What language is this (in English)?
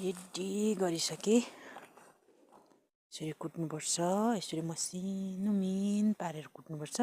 Nepali